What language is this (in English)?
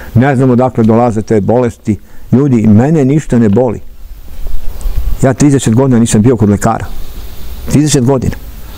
Serbian